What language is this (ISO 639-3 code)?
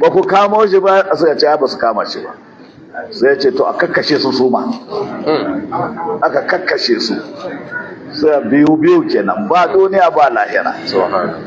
hau